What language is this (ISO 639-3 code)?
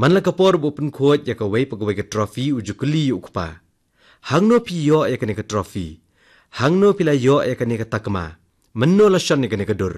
kha